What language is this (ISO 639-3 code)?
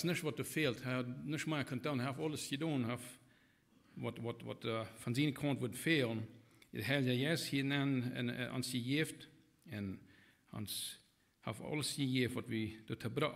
pdt